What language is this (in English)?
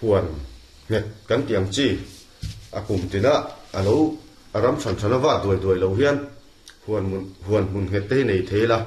Mizo